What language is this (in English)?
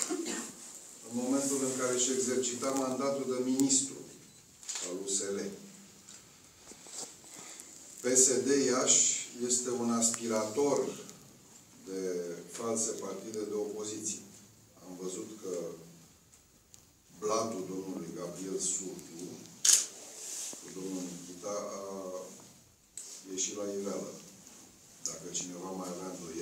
Romanian